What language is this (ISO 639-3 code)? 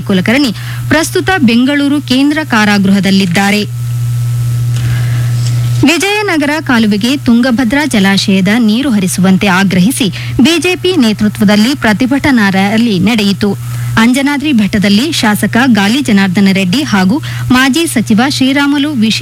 kan